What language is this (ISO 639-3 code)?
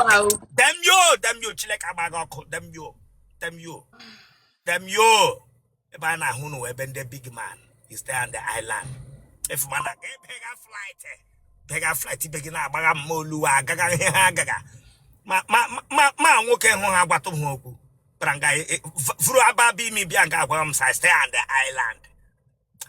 ibo